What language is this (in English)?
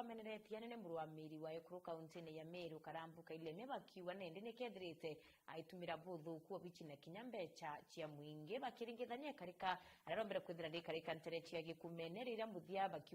Meru